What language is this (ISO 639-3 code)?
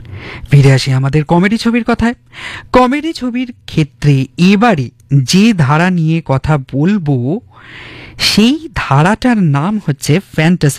ben